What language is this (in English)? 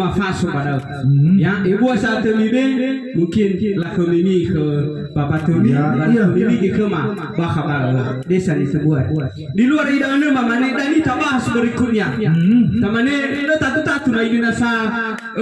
Nias